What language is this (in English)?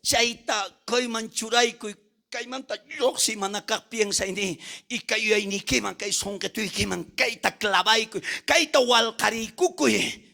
South Bolivian Quechua